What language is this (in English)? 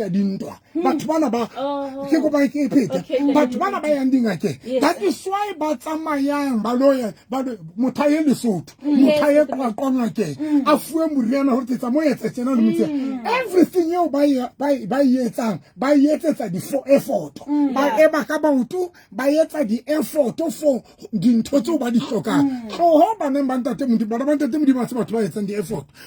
Southern Sotho